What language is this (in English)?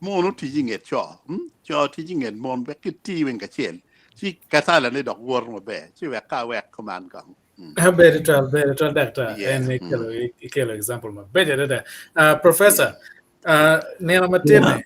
Acoli